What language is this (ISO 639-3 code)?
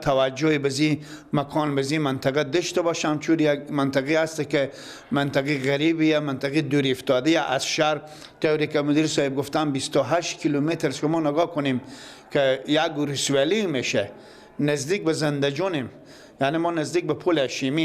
fas